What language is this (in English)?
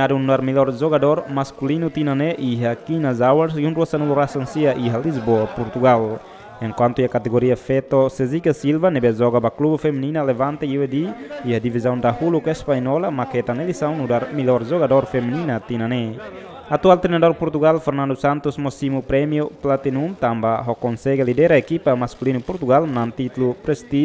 Tetum